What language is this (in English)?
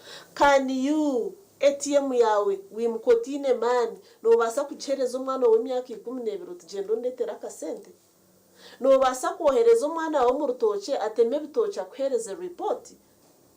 Nyankole